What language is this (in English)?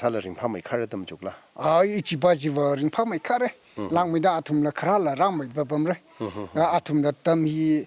Tangkhul Naga (India)